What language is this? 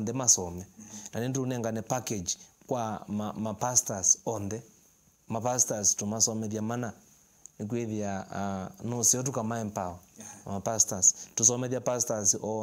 Kamba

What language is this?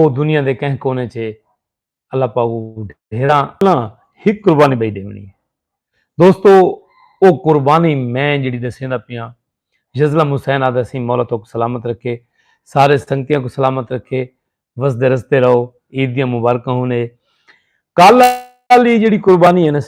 Saraiki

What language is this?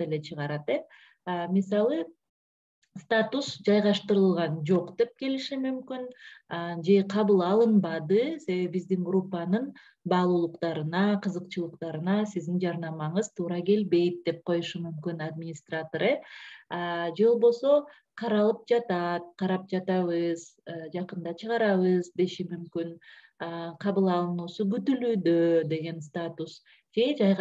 Kyrgyz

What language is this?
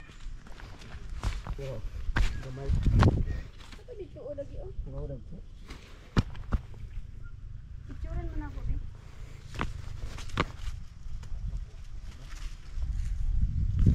Cebuano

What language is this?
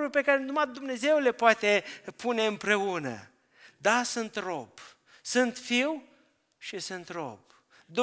Romanian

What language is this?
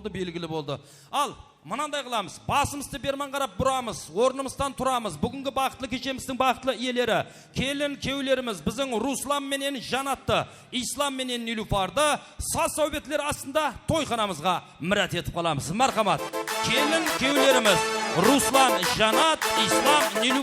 Kara-Kalpak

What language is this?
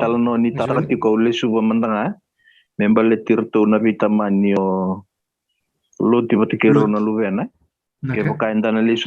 Fijian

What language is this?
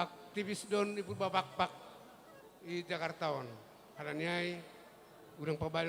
Batak Simalungun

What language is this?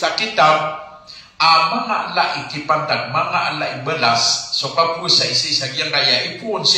Maranao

